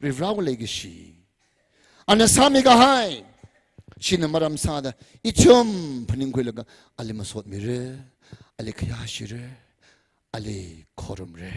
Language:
Tangkhul Naga (India)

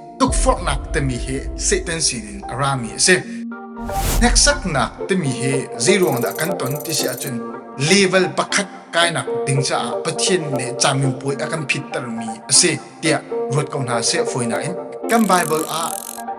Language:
Hakha Chin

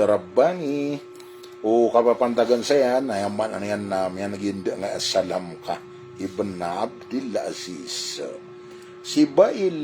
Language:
Maranao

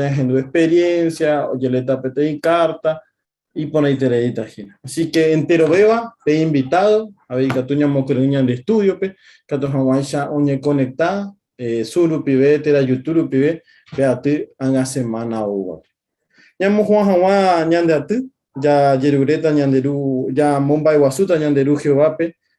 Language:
Guarani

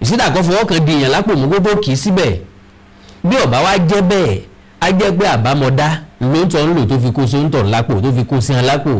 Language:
Yoruba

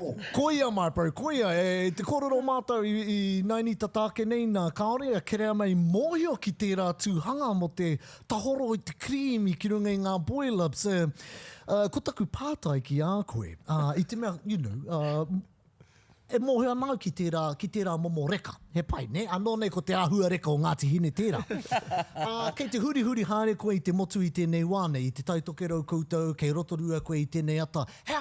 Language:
Māori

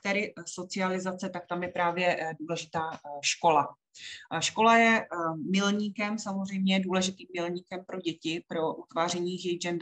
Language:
Czech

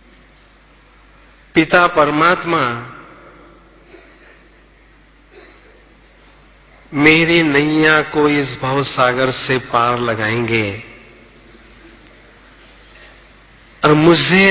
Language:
Hindi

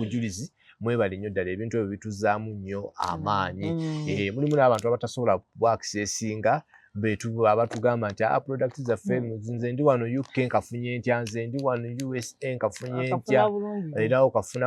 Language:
Ganda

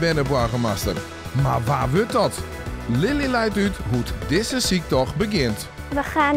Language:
Western Frisian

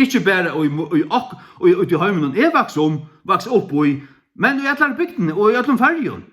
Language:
Faroese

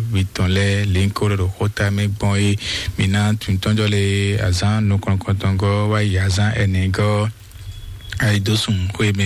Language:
Fon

